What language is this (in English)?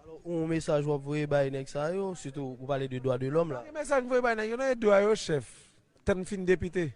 Haitian Creole